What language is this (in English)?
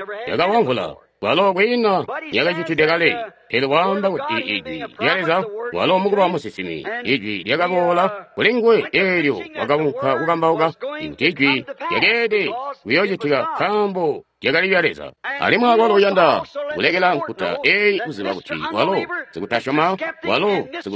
Tonga (Zambia)